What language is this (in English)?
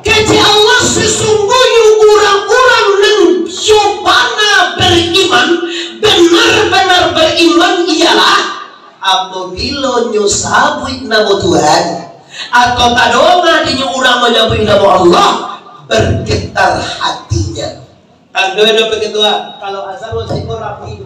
Minangkabau